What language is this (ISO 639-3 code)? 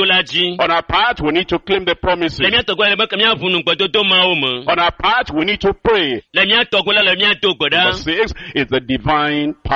ewe